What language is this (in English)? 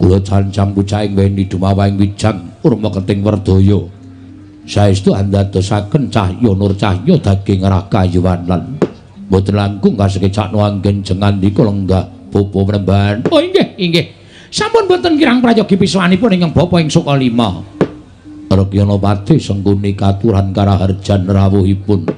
Javanese